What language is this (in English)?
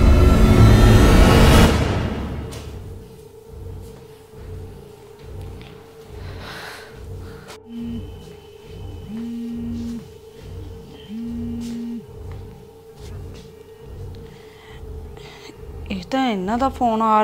Punjabi